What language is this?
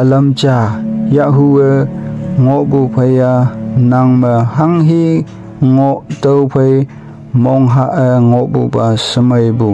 Konyak Naga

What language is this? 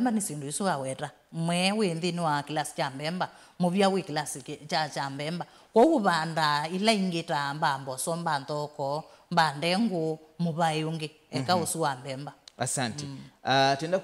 Kamba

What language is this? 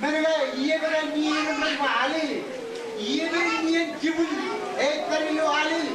Marshallese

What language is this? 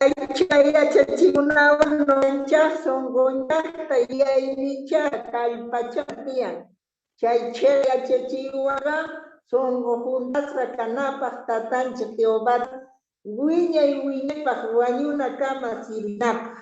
South Bolivian Quechua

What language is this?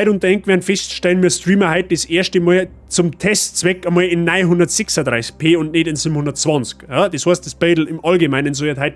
Bavarian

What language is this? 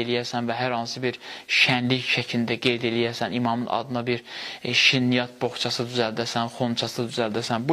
Azerbaijani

